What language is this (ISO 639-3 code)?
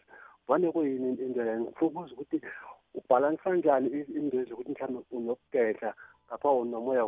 nbl